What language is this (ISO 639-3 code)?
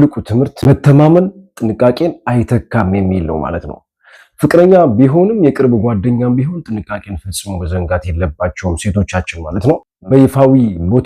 amh